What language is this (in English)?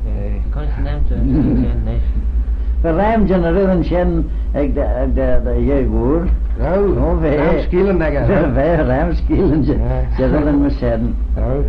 Manx